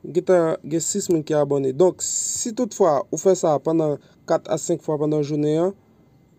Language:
Haitian Creole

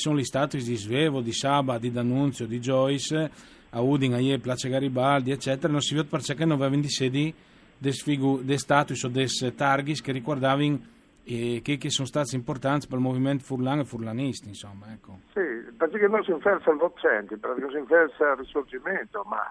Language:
Friulian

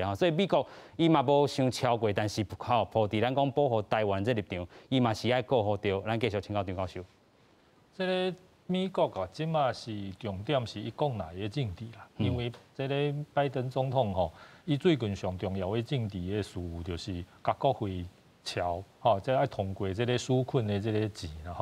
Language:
Min Nan Chinese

